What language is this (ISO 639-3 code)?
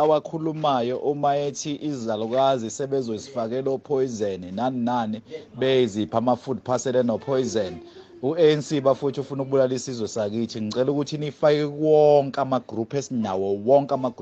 zul